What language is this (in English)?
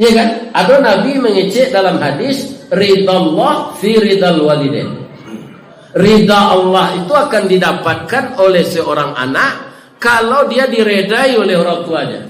Minangkabau